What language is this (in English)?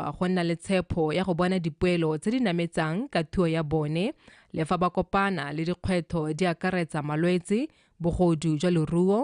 Tswana